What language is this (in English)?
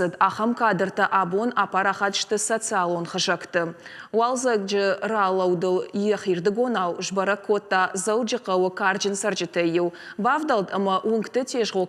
Ossetic